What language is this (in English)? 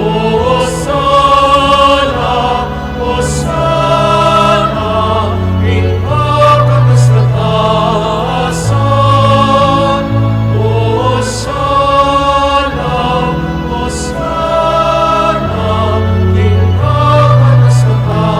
Pampanga